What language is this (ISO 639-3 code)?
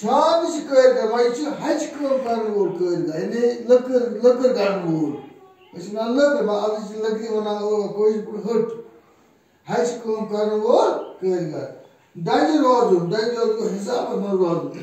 kas